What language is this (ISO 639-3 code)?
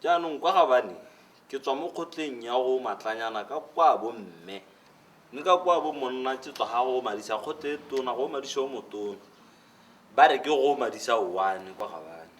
tsn